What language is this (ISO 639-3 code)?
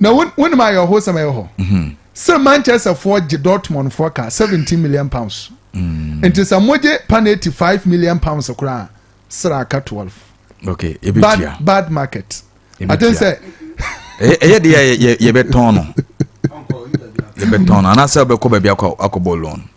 aka